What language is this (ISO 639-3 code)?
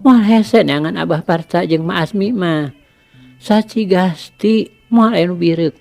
sun